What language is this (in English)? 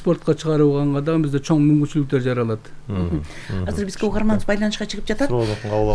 Kyrgyz